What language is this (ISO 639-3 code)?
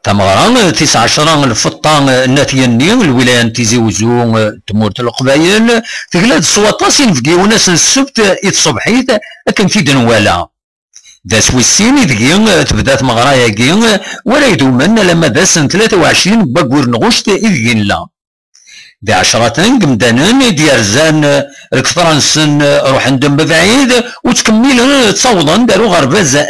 kab